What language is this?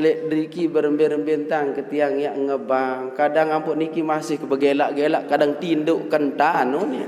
Sasak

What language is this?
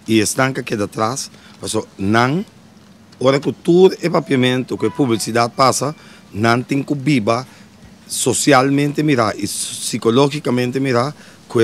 Papiamento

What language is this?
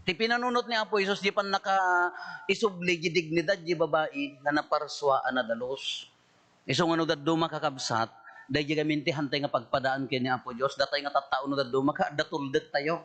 Iloko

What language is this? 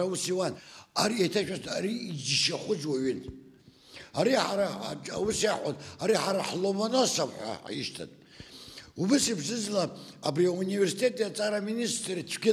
Abkhazian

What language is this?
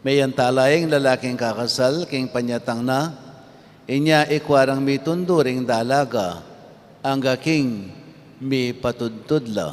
Pampanga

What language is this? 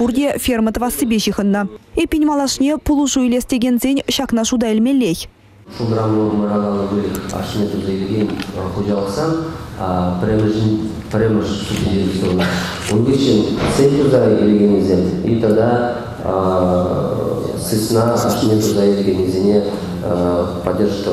Chuvash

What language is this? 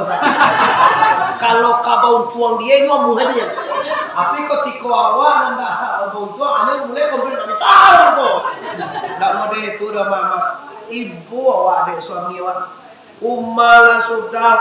Minangkabau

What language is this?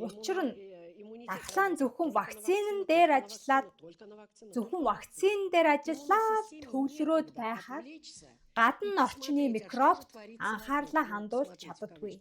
Mongolian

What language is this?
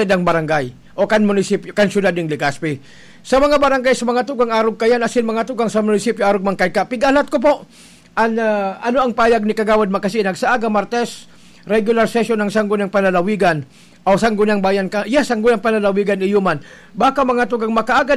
Bikol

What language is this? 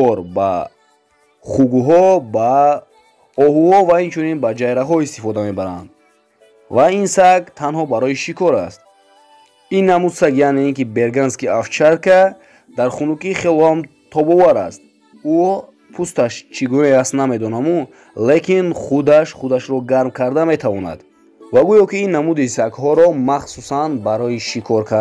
Tajik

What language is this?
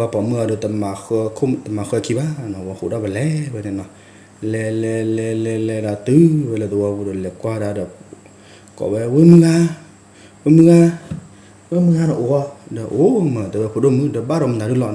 S'gaw Karen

